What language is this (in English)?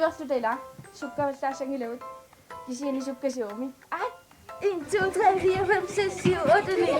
Kalaallisut